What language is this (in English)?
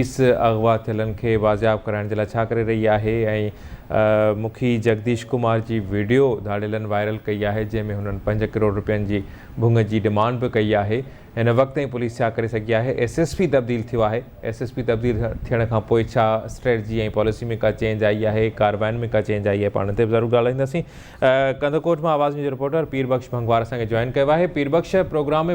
Sindhi